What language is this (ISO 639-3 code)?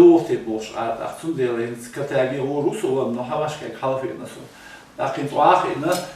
che